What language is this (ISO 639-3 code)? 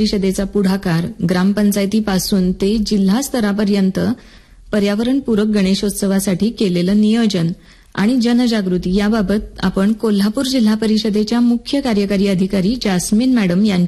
mar